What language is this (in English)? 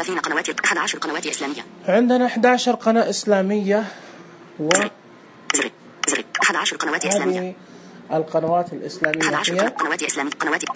Najdi Arabic